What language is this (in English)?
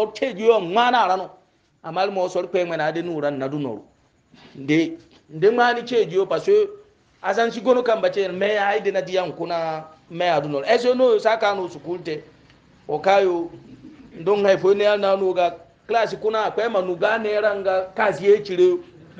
Hausa